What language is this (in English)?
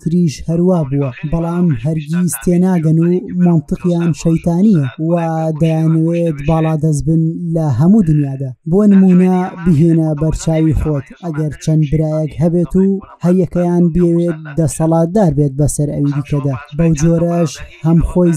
Central Kurdish